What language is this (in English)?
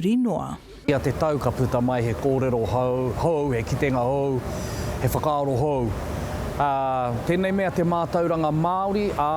Māori